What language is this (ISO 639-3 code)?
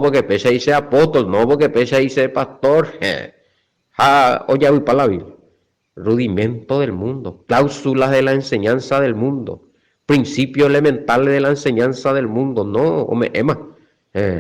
grn